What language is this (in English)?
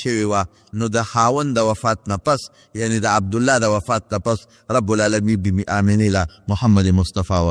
Pashto